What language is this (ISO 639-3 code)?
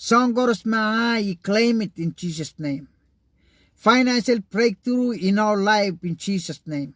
pon